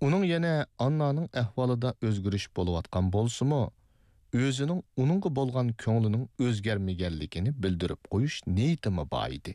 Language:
Uyghur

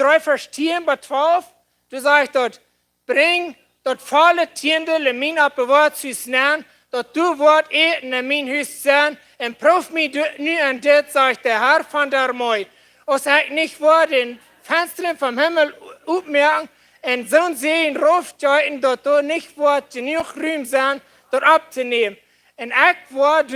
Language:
Plautdietsch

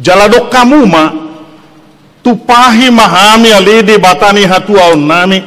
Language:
Batak Toba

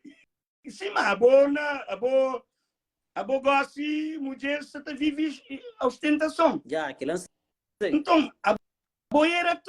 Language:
Kabuverdianu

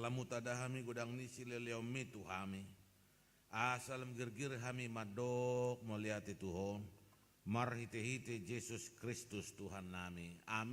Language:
Batak Toba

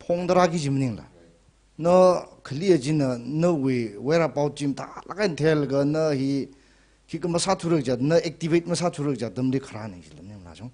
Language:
Tangkhul Naga (India)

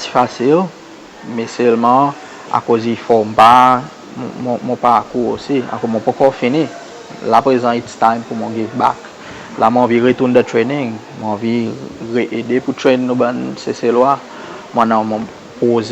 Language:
Seselwa Creole French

